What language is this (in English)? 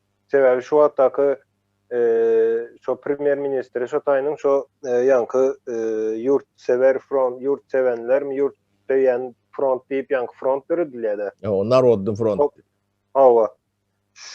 Turkmen